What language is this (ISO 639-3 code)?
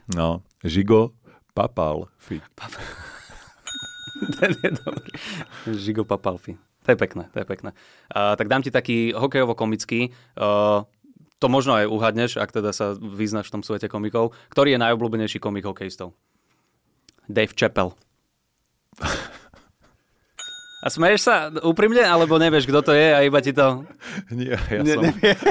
slk